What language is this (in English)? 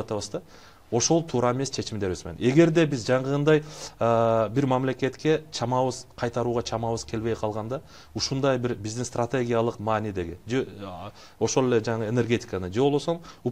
Kyrgyz